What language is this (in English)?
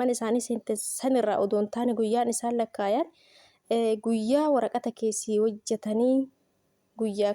Oromo